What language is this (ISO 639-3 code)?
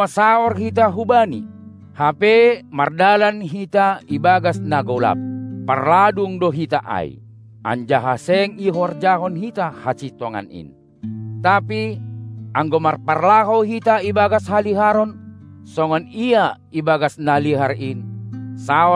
bts